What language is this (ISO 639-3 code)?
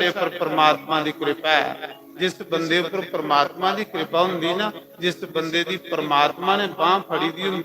doi